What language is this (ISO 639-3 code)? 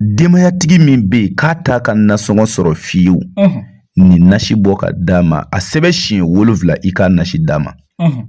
bam